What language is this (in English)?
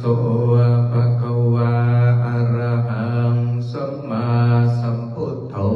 Pali